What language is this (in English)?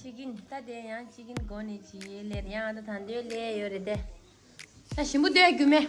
Tibetan